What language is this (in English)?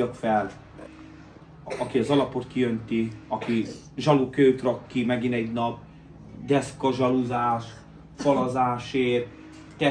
Hungarian